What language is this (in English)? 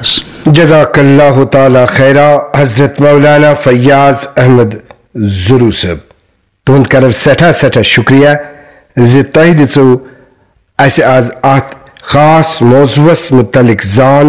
Kashmiri